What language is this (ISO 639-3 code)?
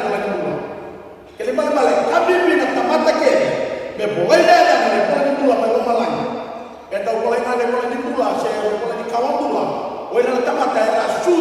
fij